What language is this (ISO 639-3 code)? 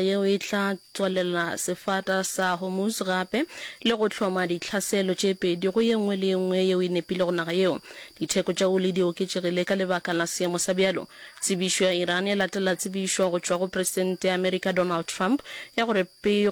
nso